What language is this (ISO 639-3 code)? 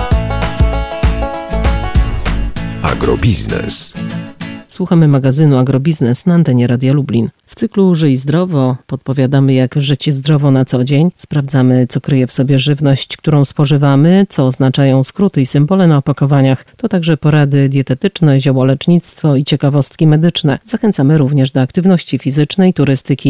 pol